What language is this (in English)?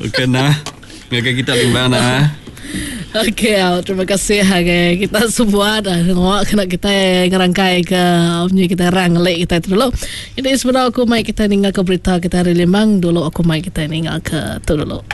Iban